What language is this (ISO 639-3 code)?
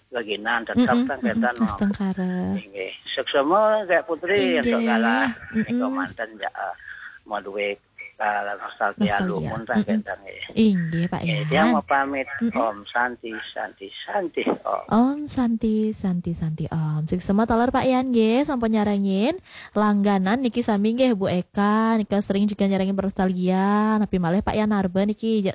ban